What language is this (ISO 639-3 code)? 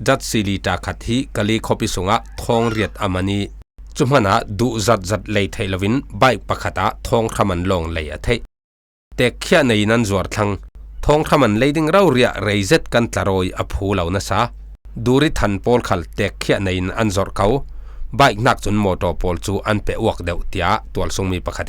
cfm